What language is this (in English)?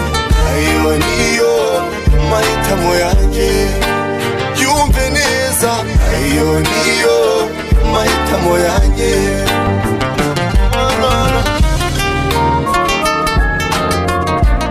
Kinyarwanda